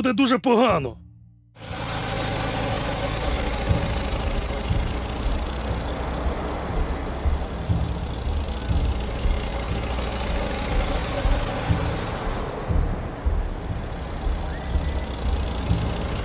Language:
Ukrainian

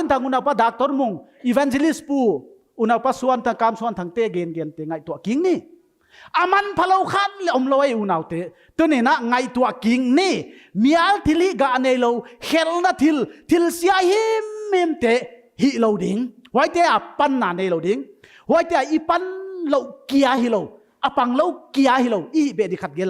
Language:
Paite Chin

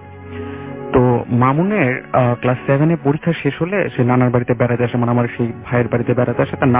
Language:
Bangla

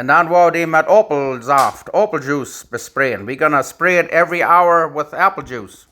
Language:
Plautdietsch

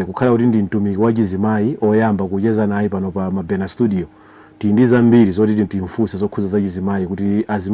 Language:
Nyanja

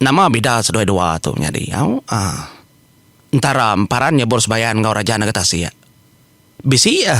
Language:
Iban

